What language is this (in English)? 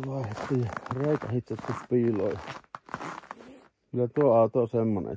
Finnish